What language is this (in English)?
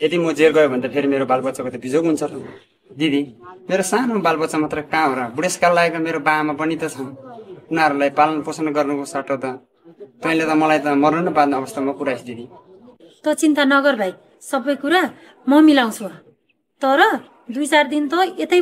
Nepali